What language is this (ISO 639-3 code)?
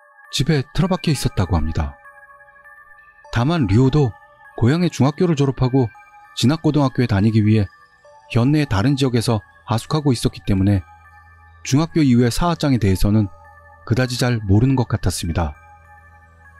kor